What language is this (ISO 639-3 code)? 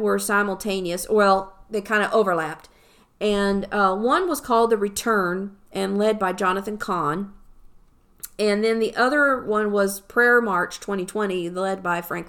eng